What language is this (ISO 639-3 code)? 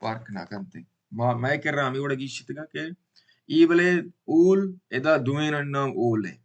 bal